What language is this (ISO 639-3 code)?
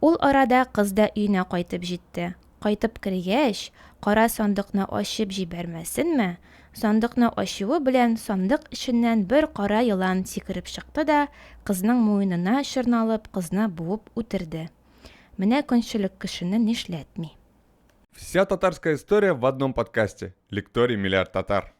tat